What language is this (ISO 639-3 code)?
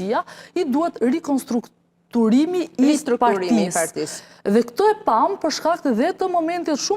sqi